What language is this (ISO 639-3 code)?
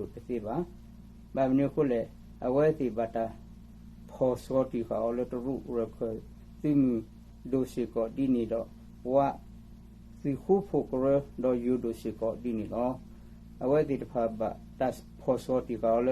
ksw